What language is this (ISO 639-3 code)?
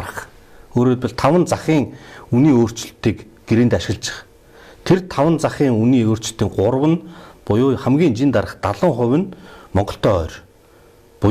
mon